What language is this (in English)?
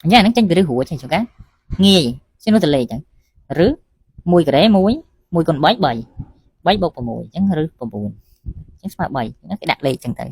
Khmer